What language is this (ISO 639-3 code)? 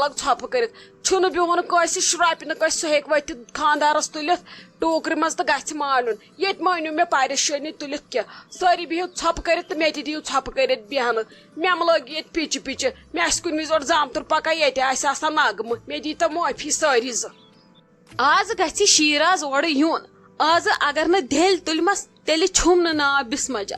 kas